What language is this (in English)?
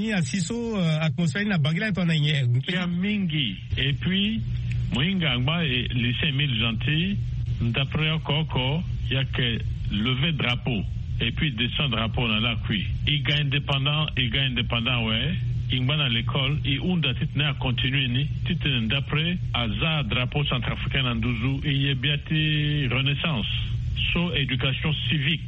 Sango